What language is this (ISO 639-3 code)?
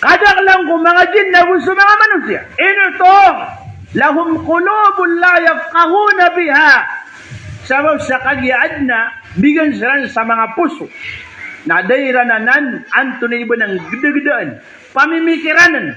mrw